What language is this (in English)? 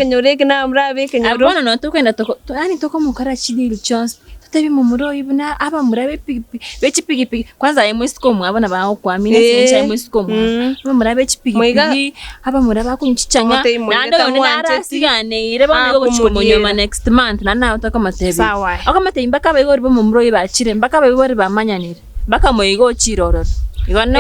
Gusii